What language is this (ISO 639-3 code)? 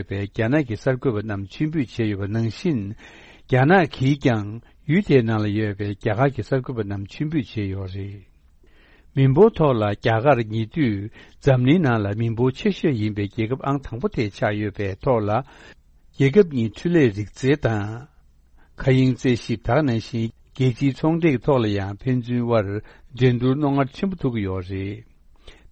bod